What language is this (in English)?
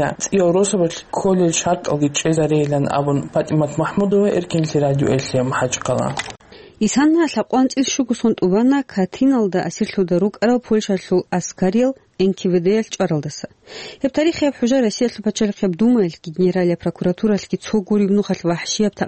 Avaric